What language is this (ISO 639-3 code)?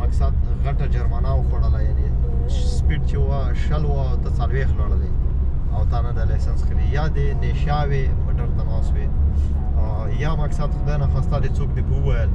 pus